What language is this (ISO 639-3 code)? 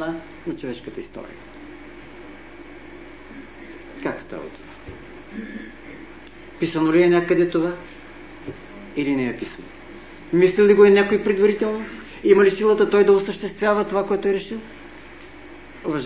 bul